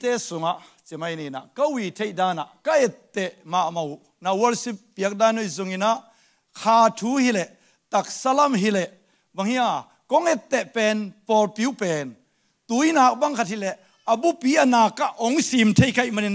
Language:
Tedim Chin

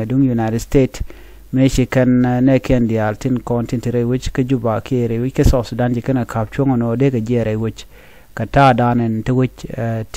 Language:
Nuer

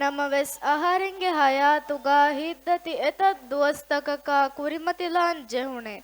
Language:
Divehi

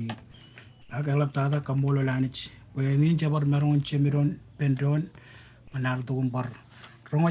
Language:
Marshallese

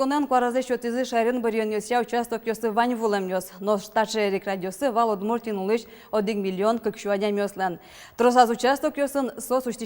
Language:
Udmurt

